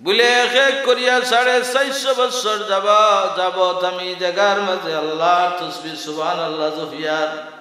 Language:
Sylheti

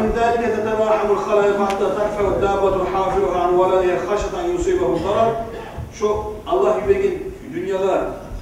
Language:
Kumyk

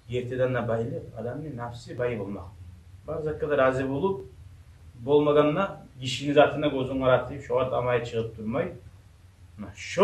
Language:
Kumyk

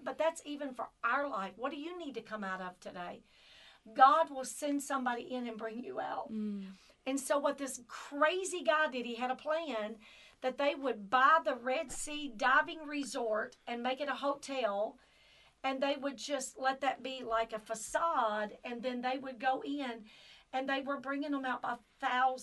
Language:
English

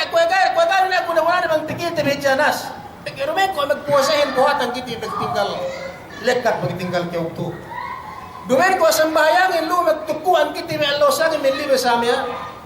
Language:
Yakan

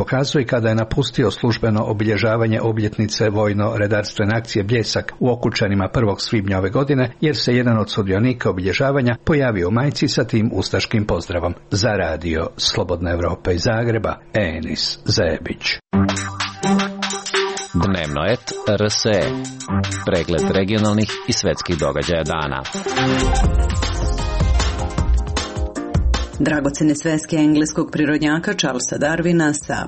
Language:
Croatian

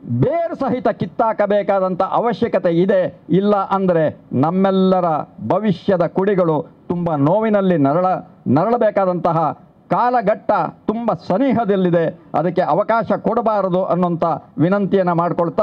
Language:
Kannada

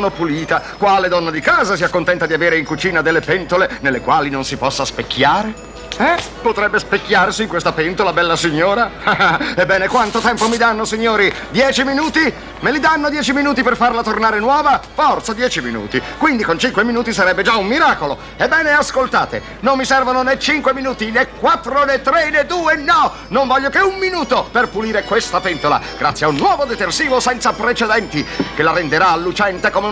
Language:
Italian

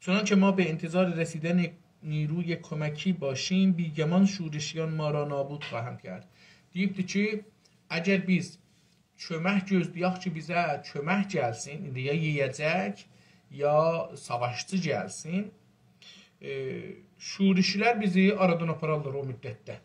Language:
South Azerbaijani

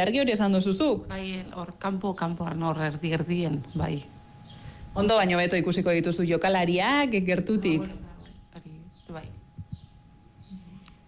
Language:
Basque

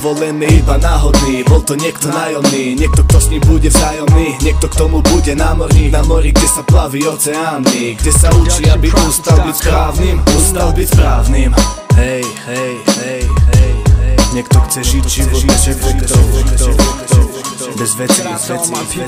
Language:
Slovak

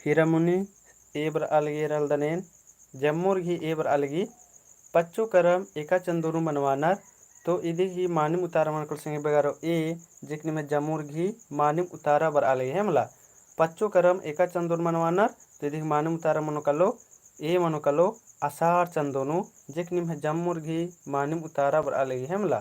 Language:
Kurukh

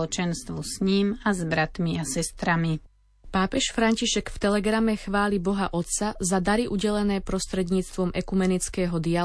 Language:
Slovak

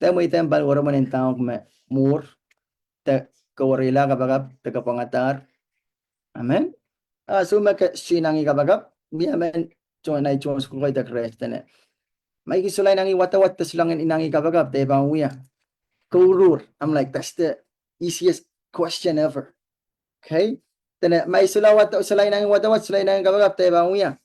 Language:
Pohnpeian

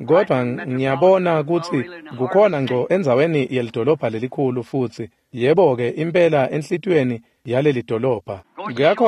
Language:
Swati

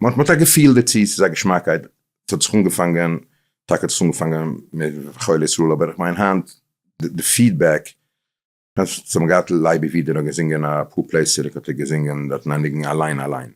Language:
Yiddish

